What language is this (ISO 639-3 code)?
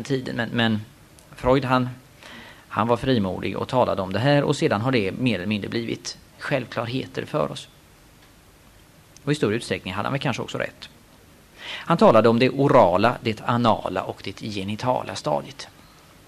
swe